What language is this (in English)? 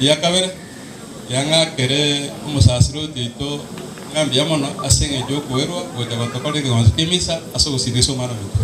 Gusii